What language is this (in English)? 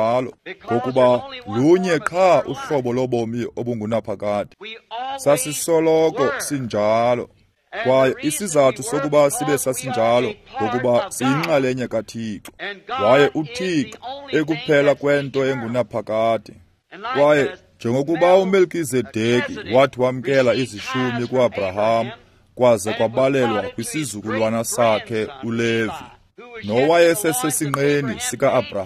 Xhosa